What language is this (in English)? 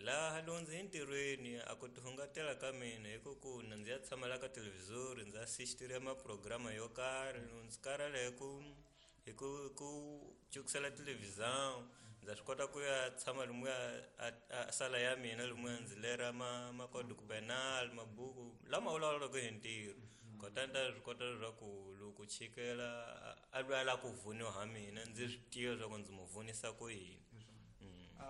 Tsonga